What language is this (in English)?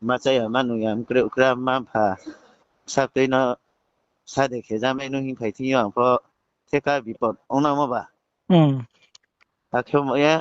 Riang (India)